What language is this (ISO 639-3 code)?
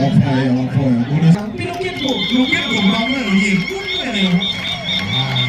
ach